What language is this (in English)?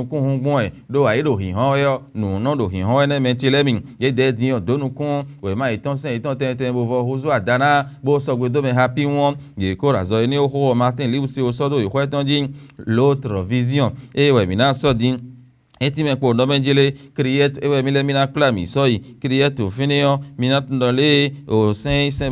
Fon